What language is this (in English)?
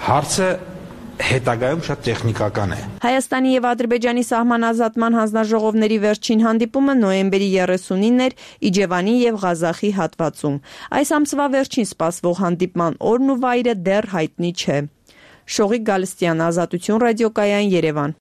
Armenian